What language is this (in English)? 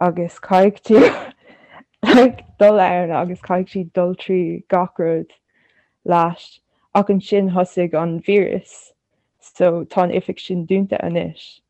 Irish